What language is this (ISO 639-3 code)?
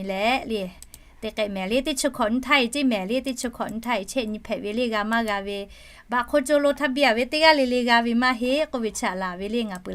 lhu